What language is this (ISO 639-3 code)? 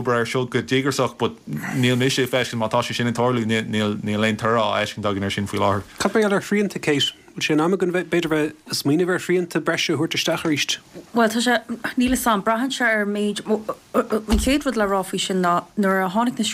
gle